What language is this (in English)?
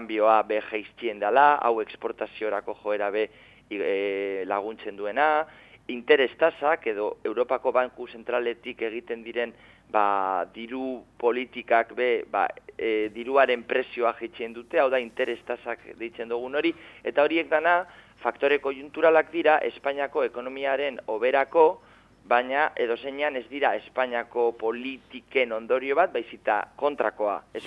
Basque